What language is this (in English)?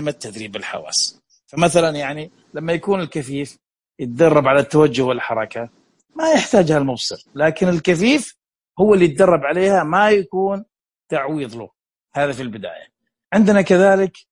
Najdi Arabic